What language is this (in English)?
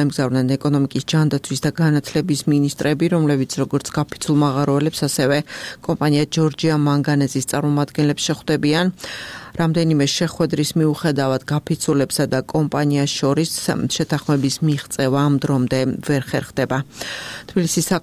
Georgian